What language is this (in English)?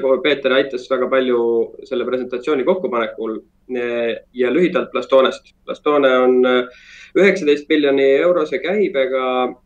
Estonian